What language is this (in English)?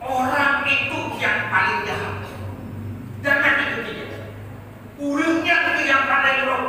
Achinese